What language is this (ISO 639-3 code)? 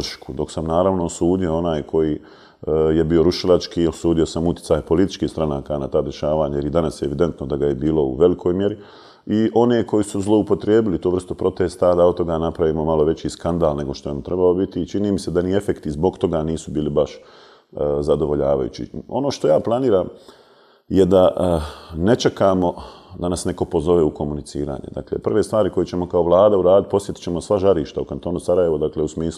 bos